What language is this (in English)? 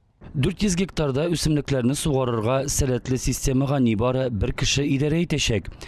Tatar